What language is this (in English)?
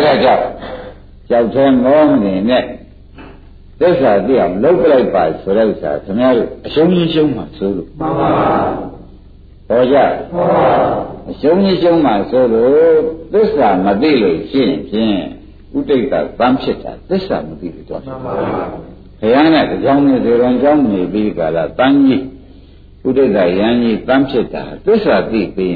Burmese